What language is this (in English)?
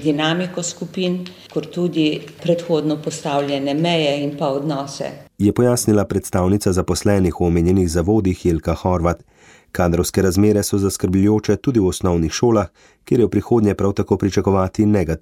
Slovenian